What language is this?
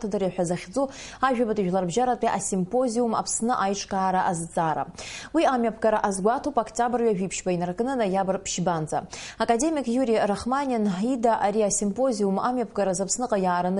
Abkhazian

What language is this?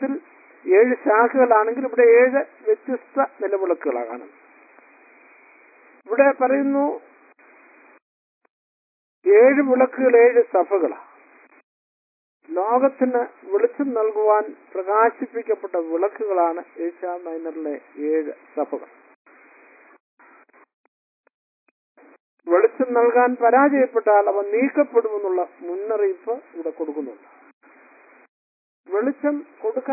Malayalam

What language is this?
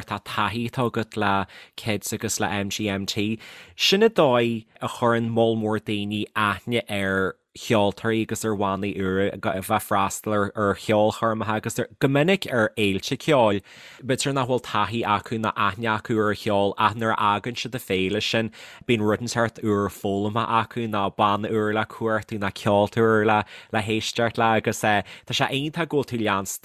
Irish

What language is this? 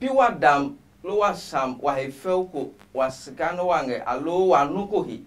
Adangme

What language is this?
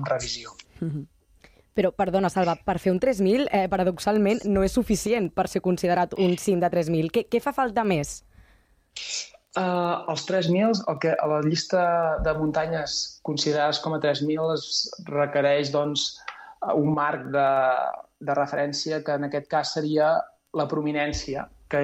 Catalan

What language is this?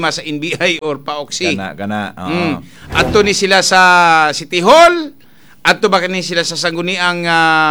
Cebuano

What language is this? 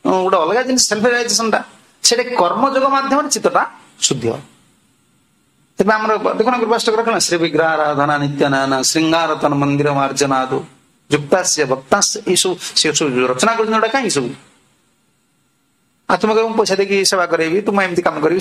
Odia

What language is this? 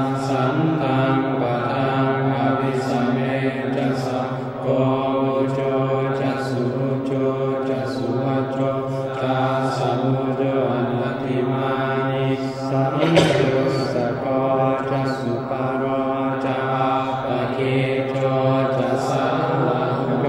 Pali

